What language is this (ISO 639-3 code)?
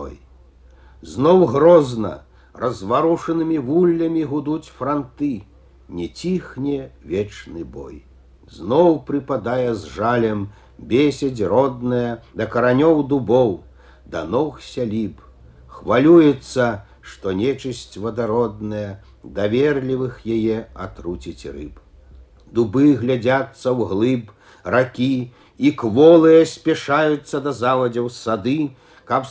bel